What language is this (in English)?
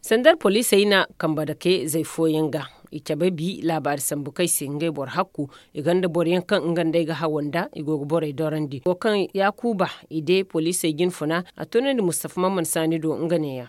Zarma